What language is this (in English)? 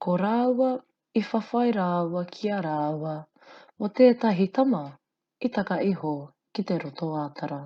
Māori